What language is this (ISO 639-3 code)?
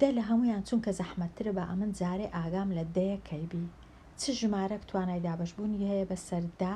ckb